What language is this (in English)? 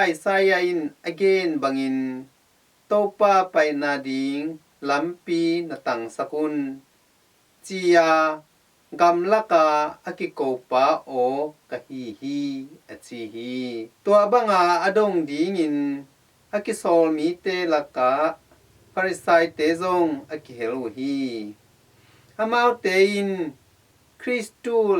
Tedim Chin